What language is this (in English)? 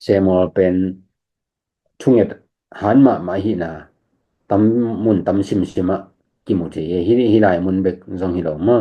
Tedim Chin